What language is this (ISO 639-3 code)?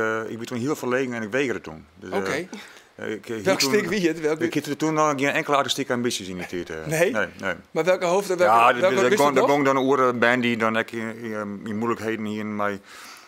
fry